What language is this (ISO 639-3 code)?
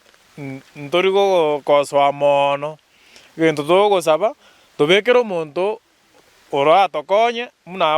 guz